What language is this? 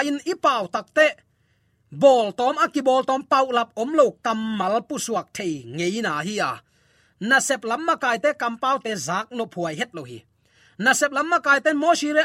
Tedim Chin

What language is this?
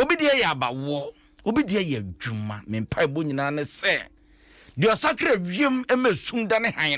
Akan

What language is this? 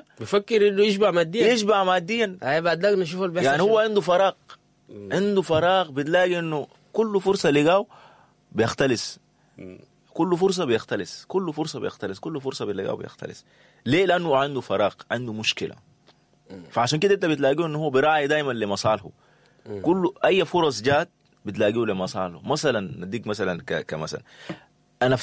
Sudanese Arabic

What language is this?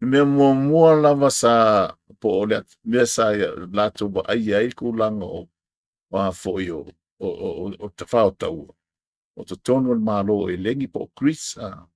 Samoan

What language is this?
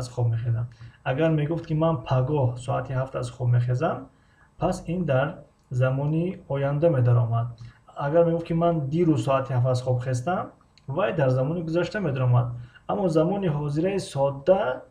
Tajik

